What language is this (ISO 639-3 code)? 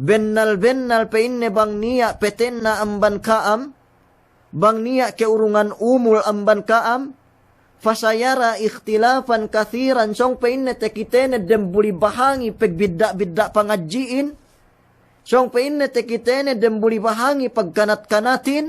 yka